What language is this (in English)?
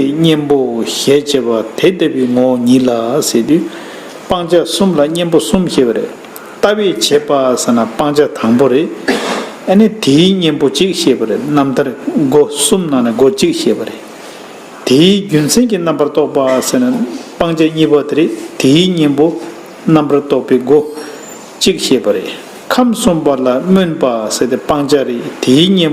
Tibetan